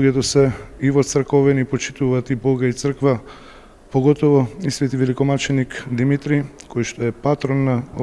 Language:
Macedonian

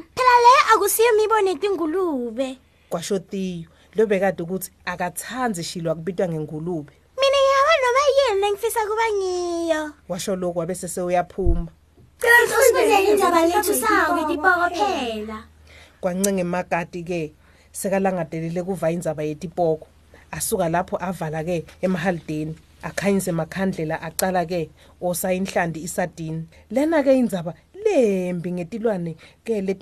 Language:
Swati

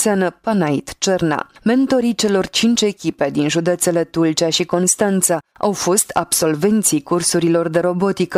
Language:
Romanian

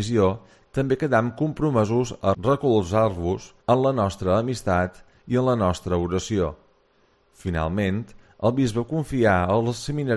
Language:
Catalan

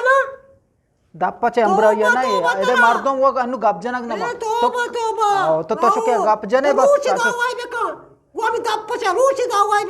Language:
Eastern Balochi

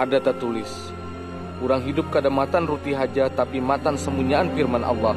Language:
Banjar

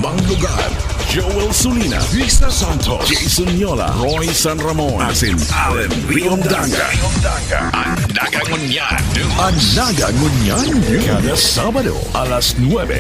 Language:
Bikol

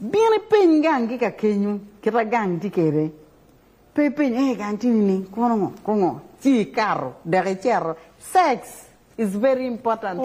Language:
Lango (Uganda)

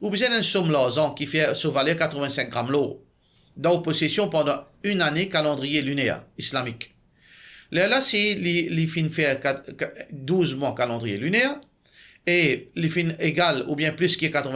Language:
Morisyen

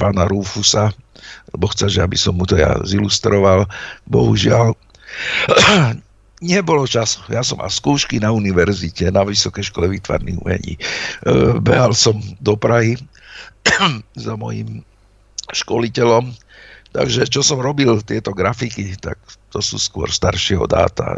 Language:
Slovak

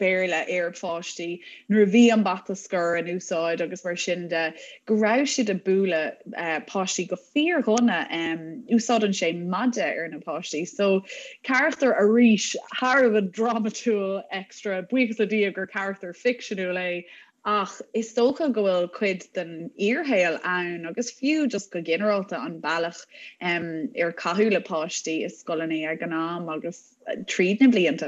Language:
Irish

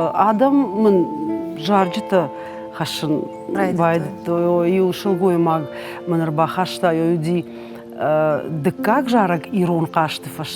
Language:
Ossetic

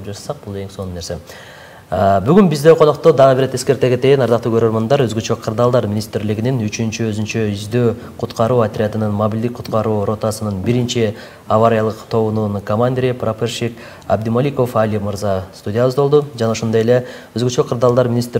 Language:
Kyrgyz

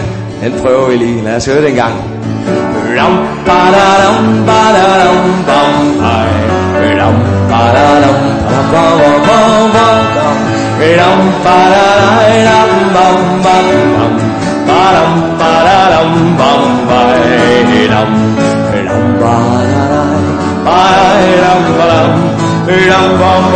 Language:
Danish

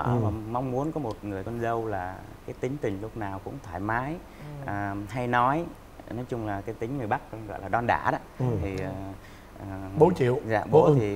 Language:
Vietnamese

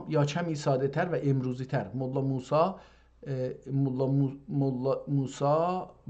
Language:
South Azerbaijani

